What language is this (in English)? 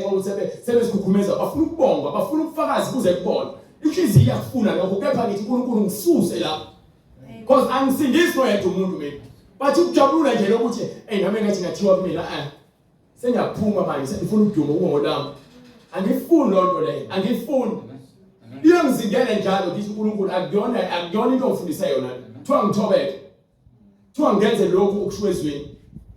Zulu